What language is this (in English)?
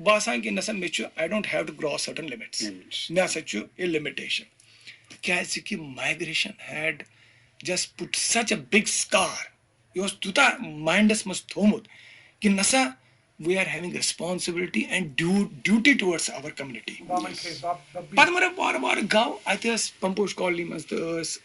Kashmiri